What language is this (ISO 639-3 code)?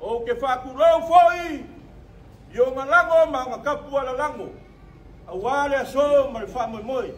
smo